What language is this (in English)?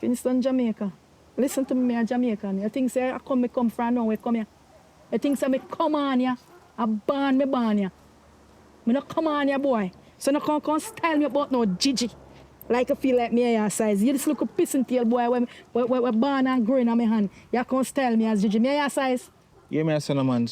Jamaican Creole English